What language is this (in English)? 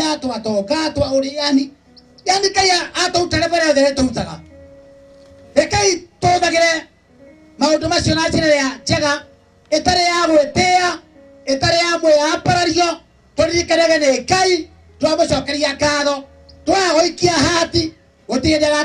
Kikuyu